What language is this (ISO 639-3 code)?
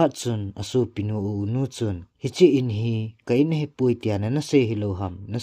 tcz